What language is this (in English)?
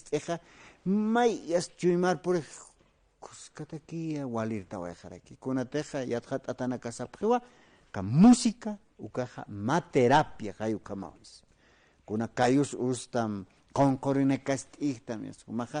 Aymara